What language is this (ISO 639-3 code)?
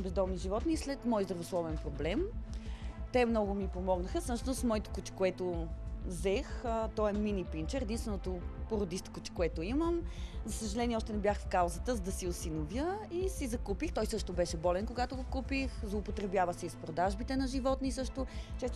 bul